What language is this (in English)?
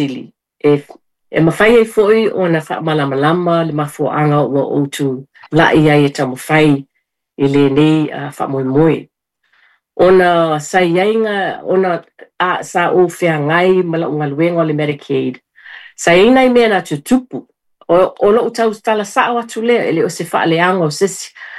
Samoan